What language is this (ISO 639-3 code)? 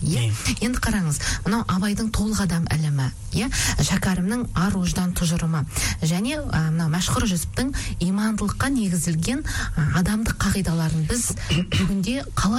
kaz